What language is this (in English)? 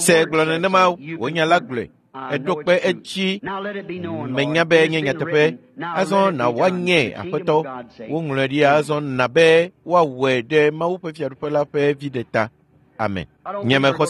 Ewe